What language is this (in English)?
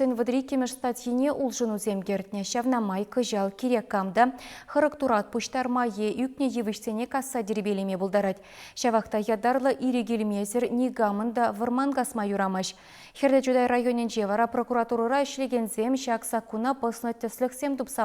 Chuvash